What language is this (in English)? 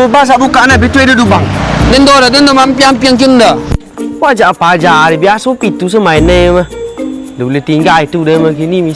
Minangkabau